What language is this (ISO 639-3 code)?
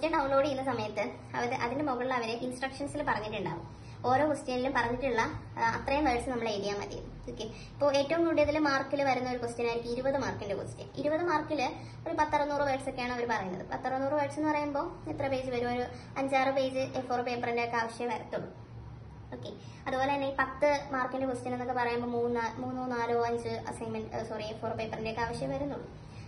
mal